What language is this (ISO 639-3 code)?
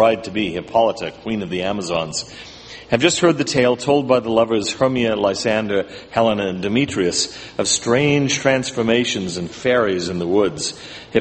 eng